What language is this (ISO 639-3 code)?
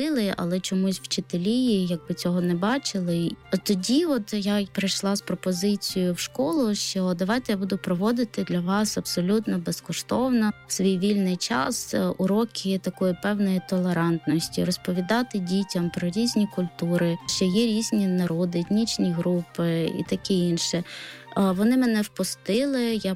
ukr